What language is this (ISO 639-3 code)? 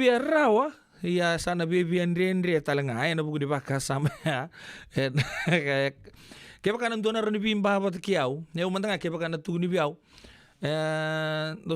fij